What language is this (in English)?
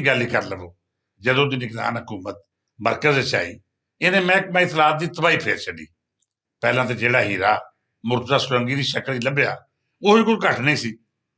Western Panjabi